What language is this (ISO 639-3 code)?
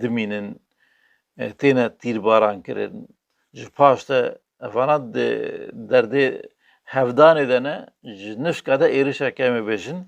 kur